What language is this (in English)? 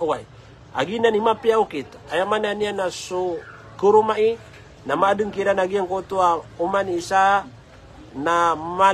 Maranao